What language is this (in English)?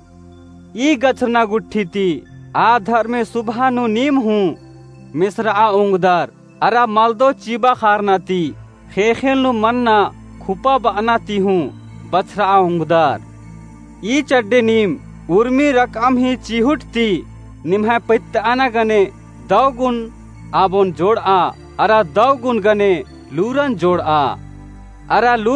Kurukh